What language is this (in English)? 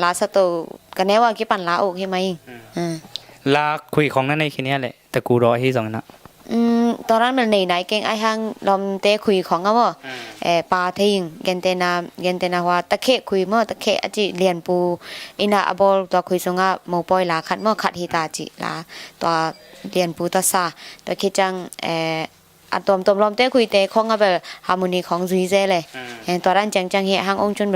Tedim Chin